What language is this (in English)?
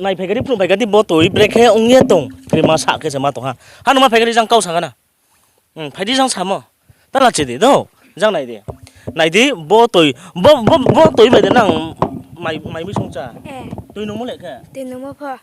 Riang (India)